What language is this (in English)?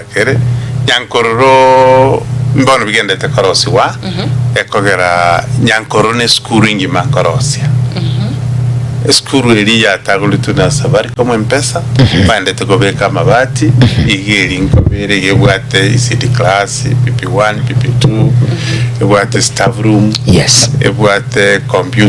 Gusii